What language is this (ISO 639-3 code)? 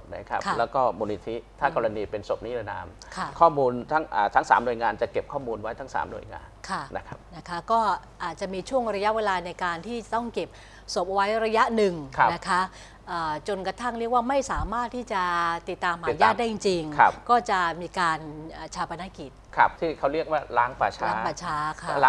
tha